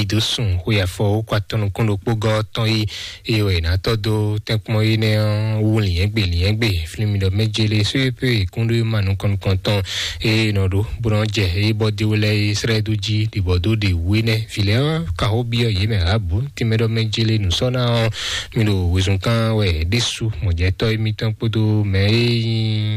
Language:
Fon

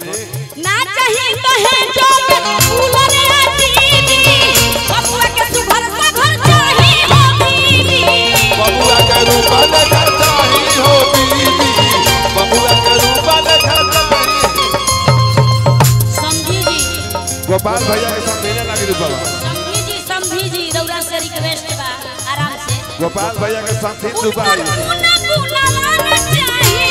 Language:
Bhojpuri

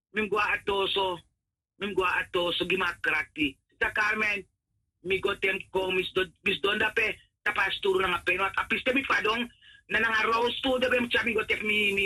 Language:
Sranan Tongo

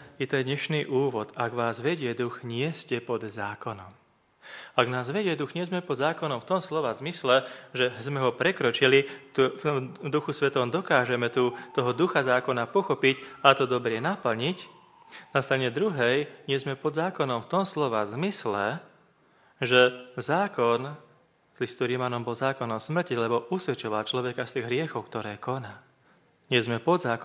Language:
Slovak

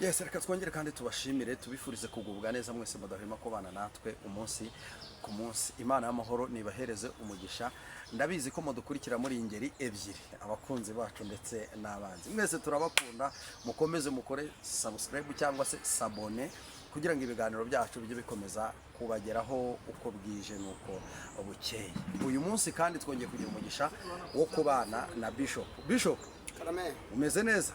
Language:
Kinyarwanda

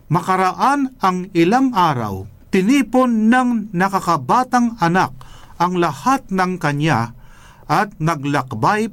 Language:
Filipino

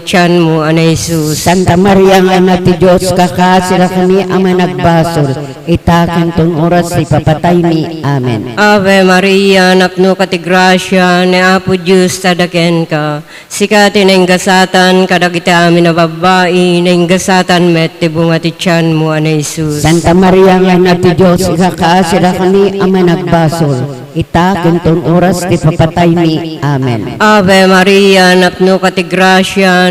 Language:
Iloko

